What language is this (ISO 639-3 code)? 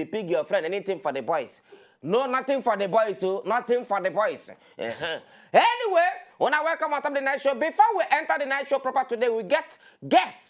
pcm